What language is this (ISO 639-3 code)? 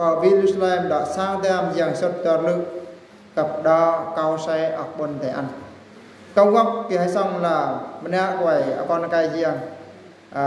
bru